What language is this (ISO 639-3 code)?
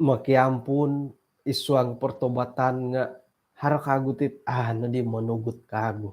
dtp